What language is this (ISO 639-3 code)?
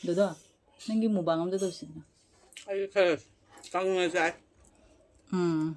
mni